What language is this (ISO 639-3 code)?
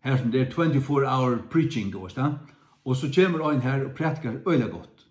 fao